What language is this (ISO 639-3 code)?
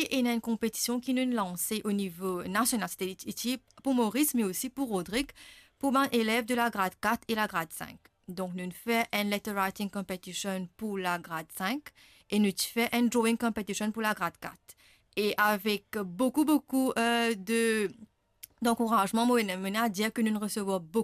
mfe